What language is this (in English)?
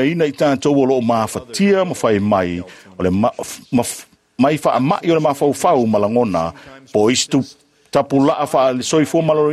Samoan